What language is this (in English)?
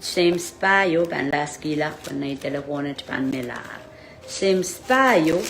Pohnpeian